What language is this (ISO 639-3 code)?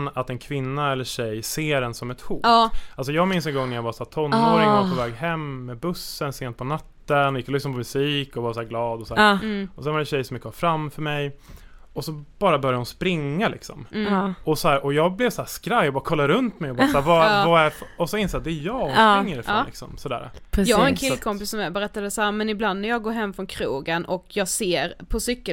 swe